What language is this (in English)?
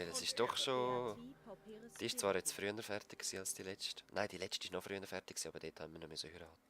Swiss German